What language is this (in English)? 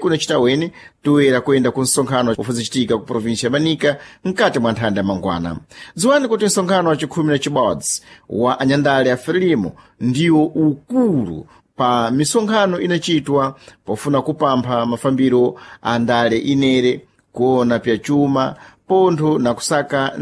Sena